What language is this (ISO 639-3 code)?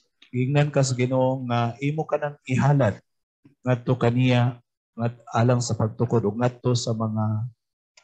ceb